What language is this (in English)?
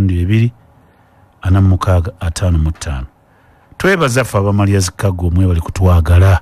Ganda